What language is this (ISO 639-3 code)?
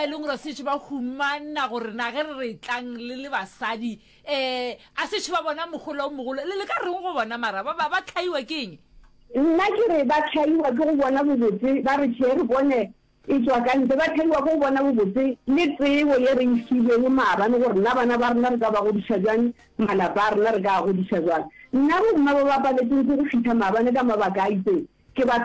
nso